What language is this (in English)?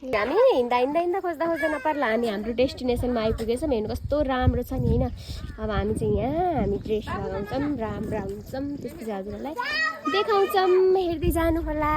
Nepali